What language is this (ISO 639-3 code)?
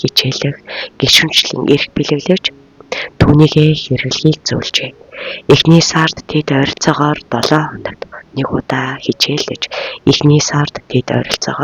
mon